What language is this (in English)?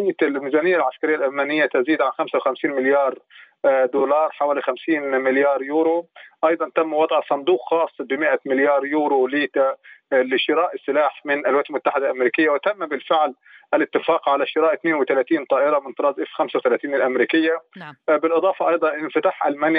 Arabic